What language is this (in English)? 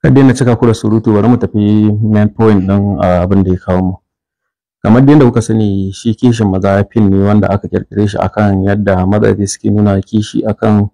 Hausa